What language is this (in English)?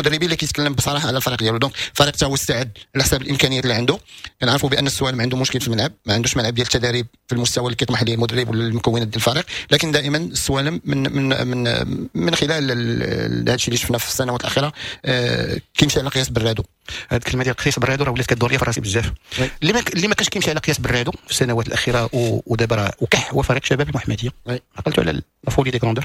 Moroccan Arabic